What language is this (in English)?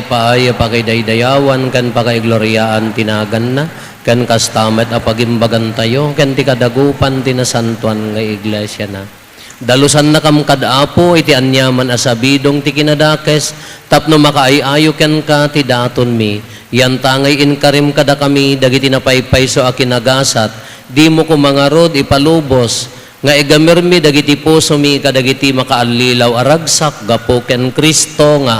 Iloko